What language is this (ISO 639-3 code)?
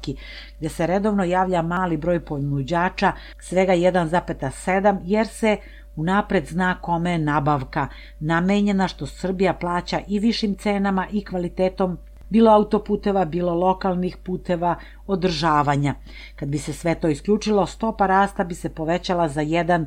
srp